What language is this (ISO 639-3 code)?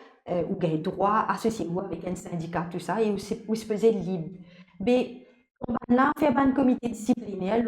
mfe